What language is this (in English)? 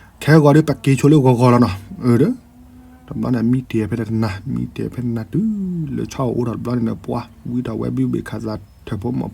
S'gaw Karen